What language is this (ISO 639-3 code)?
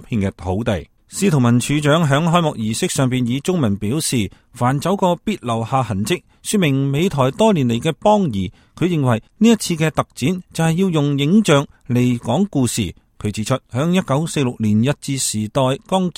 yue